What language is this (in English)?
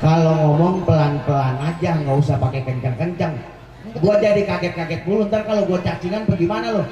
Betawi